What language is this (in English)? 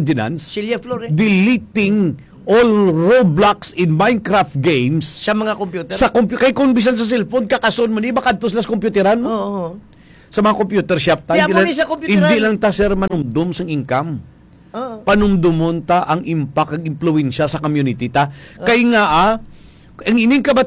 Hiligaynon